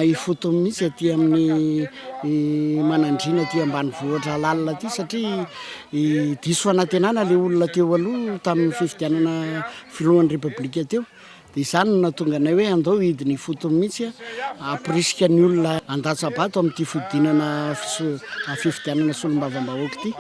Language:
Malagasy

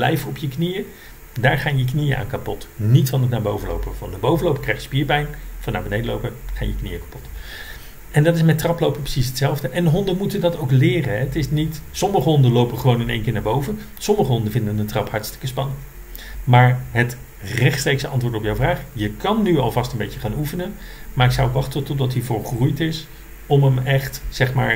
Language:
Dutch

